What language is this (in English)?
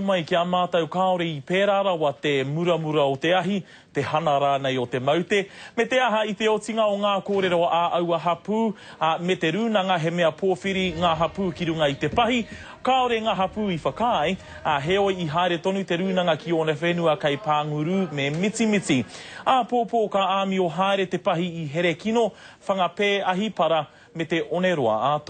Māori